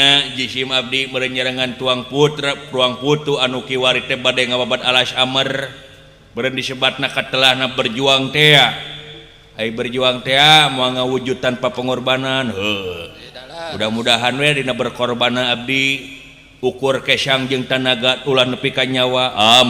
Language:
Sundanese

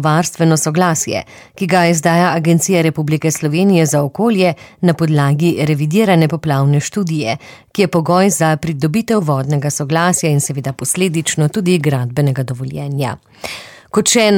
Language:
Slovenian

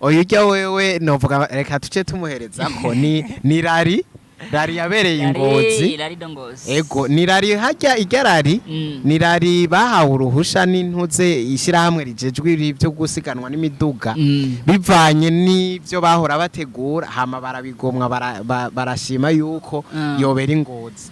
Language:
Rundi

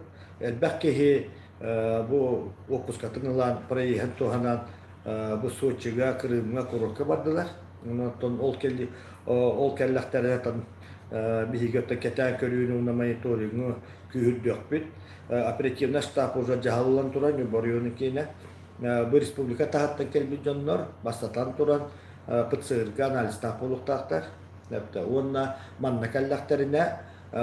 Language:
Yakut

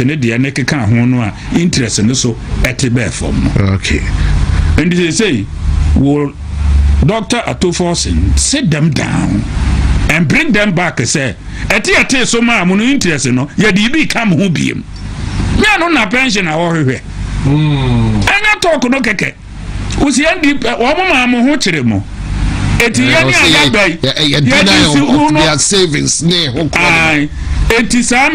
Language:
Akan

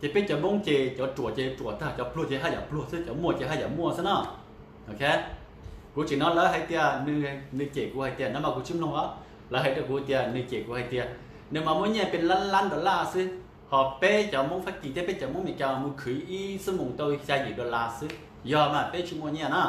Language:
Hmong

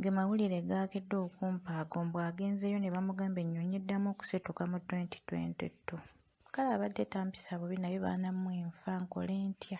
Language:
Ganda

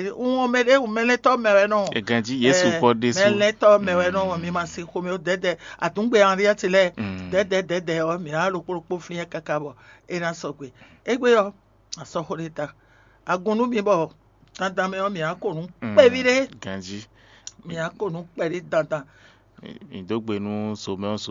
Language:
Fon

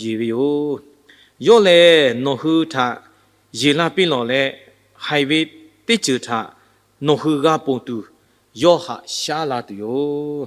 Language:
Lahu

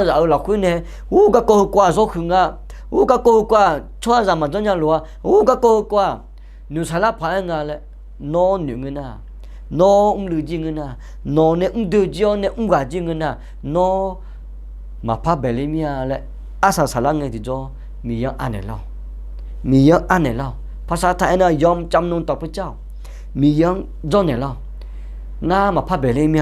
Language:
Akha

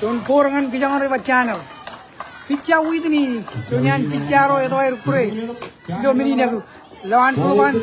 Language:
Marshallese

